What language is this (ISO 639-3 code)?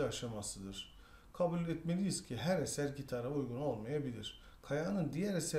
tur